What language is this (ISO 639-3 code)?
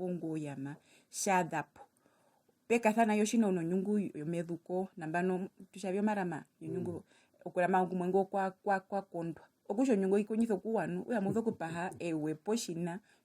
her